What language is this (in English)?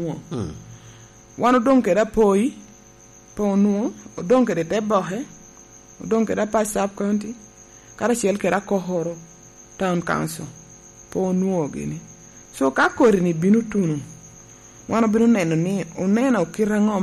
Lango (Uganda)